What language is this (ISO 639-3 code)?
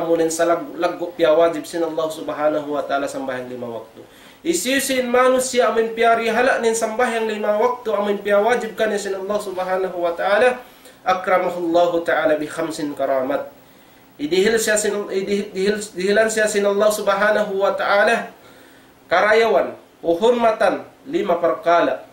tsg